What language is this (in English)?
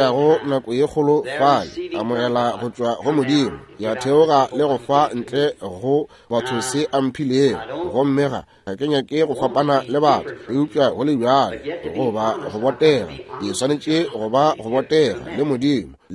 Northern Sotho